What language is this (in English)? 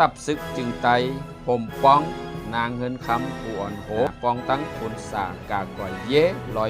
Shan